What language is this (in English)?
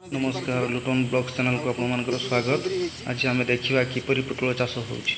Odia